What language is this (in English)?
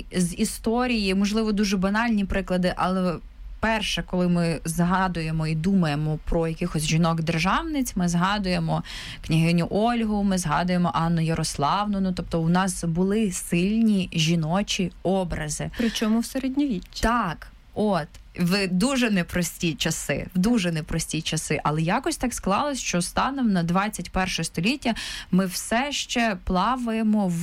Ukrainian